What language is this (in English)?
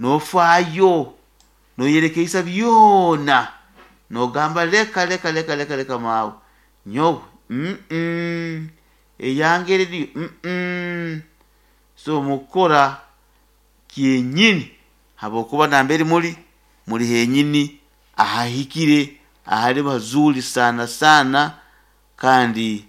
Nyankole